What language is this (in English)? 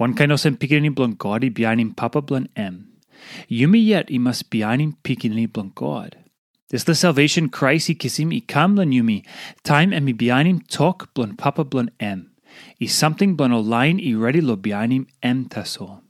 Tok Pisin